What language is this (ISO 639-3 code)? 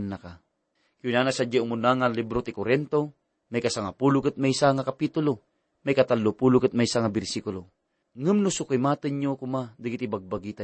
ilo